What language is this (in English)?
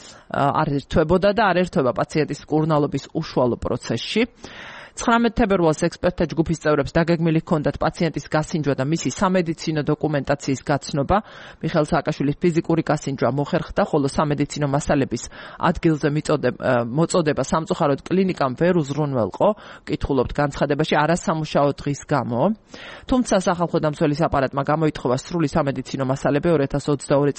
Georgian